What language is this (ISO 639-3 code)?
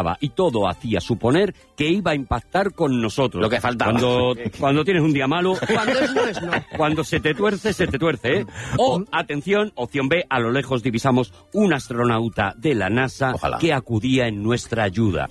spa